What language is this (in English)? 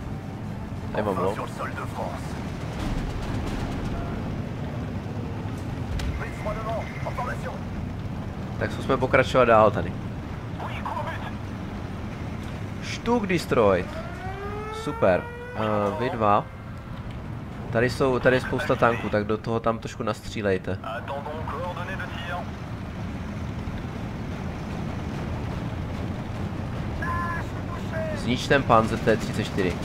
Czech